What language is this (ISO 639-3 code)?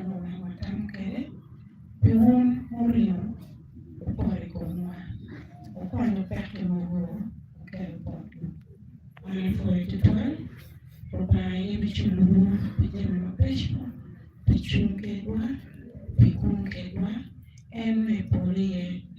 ach